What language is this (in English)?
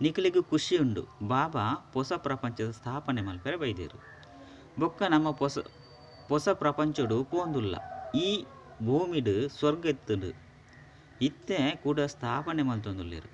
Tulu